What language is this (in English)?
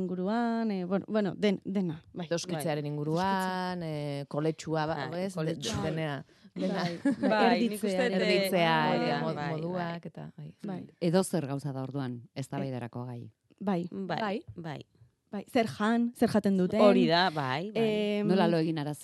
Basque